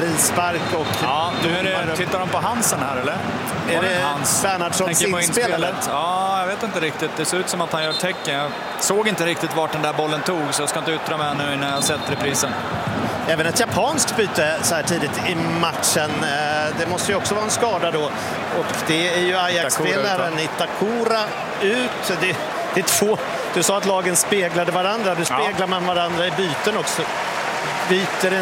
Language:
Swedish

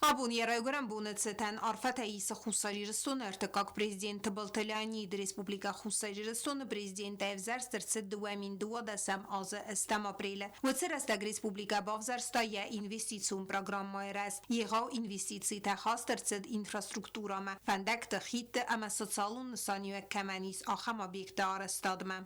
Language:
Ossetic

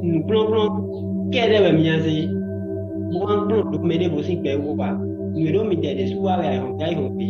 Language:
Fon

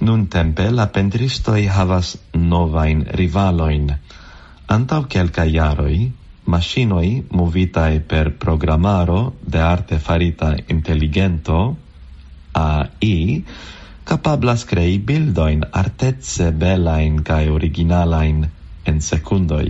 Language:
Esperanto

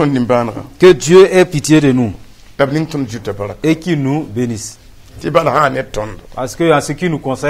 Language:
Mossi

